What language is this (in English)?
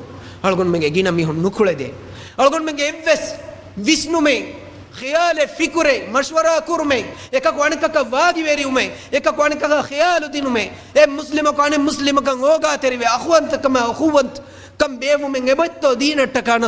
Divehi